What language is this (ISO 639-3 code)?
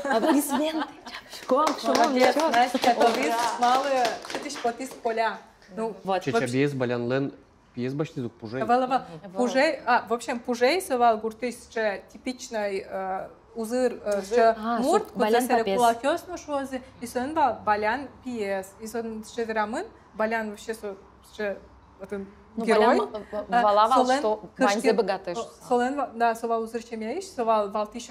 udm